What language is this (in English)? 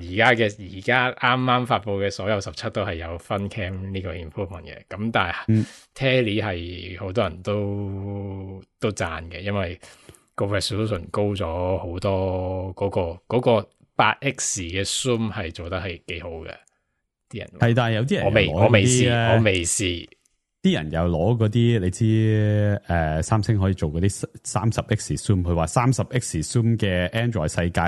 Cantonese